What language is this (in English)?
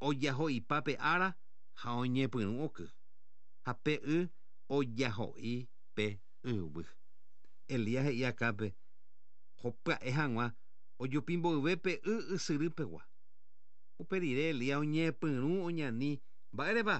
Guarani